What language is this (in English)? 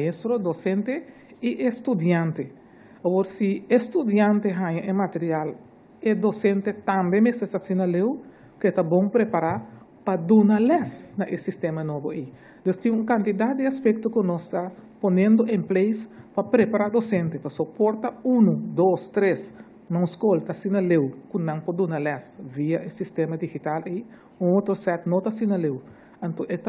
Papiamento